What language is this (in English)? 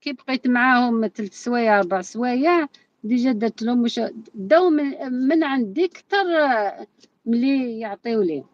Algerian Arabic